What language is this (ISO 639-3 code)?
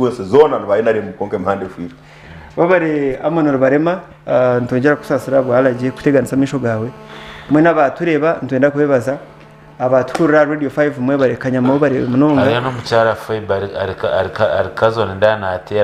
nyn